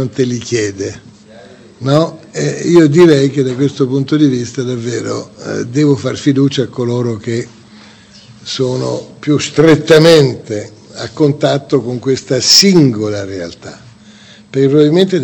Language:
Italian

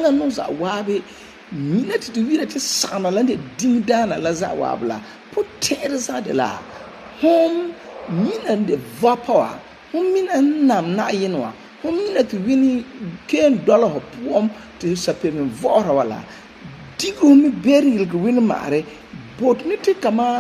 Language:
Frafra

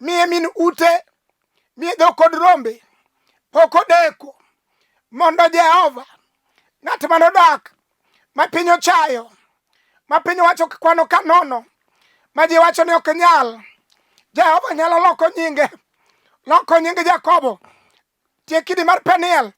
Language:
Luo (Kenya and Tanzania)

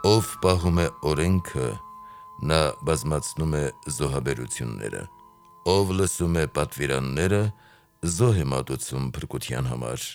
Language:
Armenian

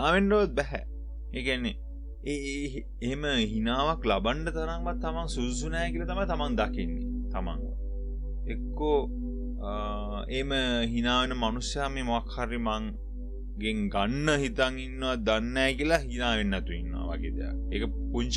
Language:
Sinhala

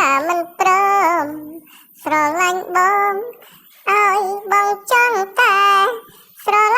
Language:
Khmer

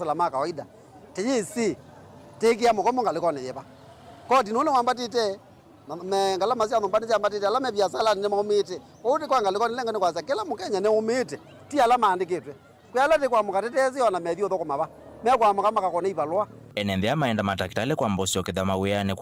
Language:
Kamba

